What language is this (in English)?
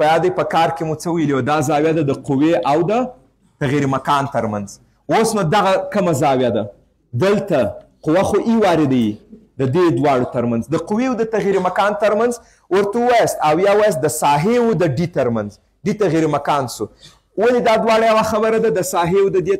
Pashto